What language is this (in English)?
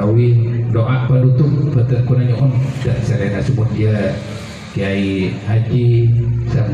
Madurese